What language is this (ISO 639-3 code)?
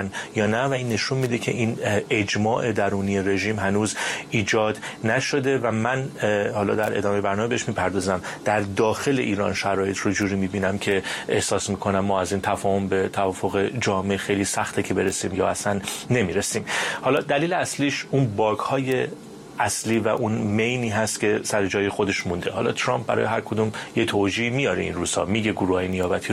fas